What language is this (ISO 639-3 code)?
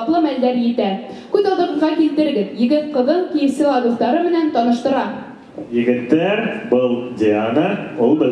bak